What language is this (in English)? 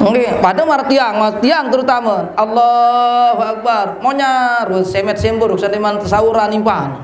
Sasak